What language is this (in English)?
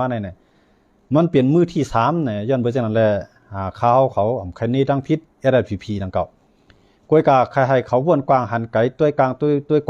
Shan